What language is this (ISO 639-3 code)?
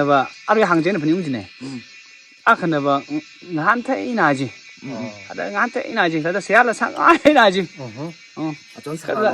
nmf